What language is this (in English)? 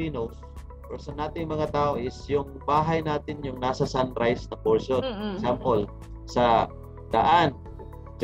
Filipino